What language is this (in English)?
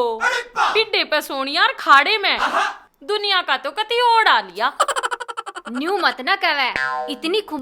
Haryanvi